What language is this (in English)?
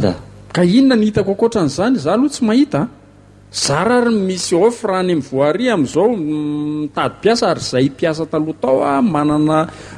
Malagasy